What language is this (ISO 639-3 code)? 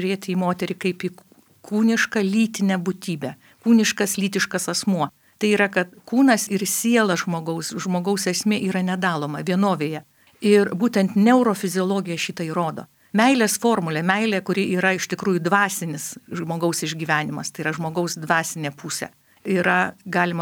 lit